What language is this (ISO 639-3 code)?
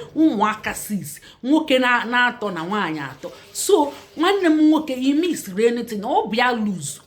ibo